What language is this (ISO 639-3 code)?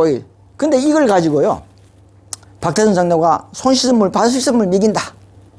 kor